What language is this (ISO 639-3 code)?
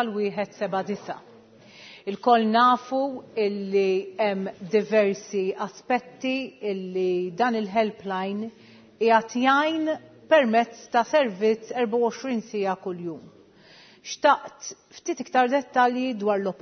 mlt